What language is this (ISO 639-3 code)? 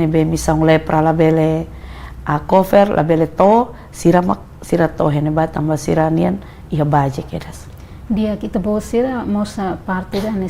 tet